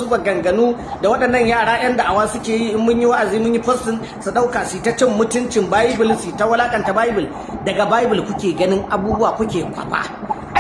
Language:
Hausa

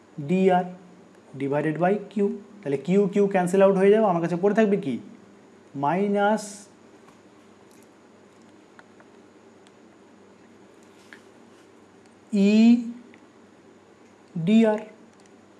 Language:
Bangla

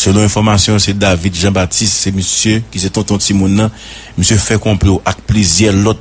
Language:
Haitian Creole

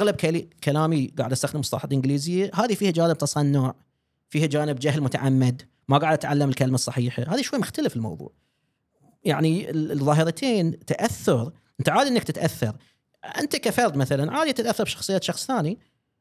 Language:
Gulf Arabic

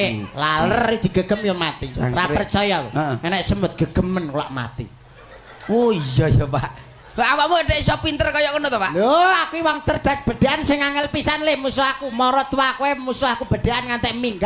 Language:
Javanese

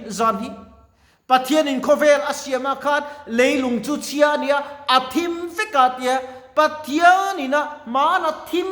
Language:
Mizo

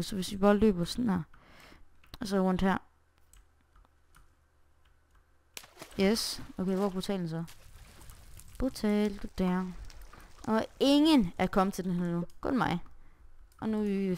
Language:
Danish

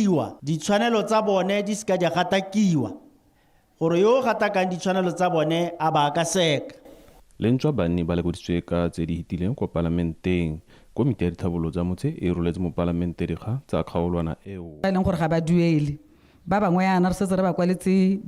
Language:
Tswana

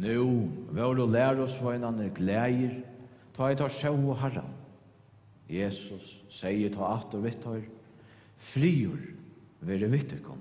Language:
Faroese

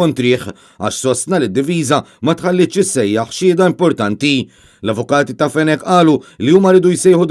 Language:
Maltese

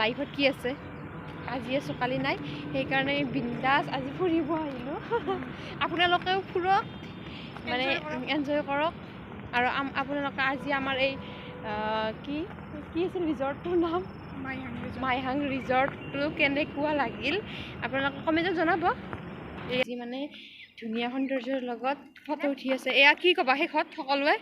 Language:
Assamese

